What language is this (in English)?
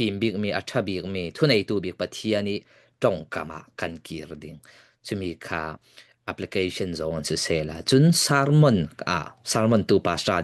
Falam Chin